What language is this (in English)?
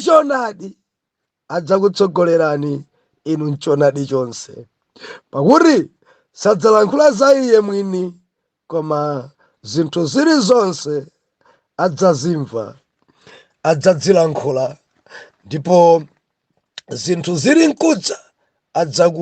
Nyanja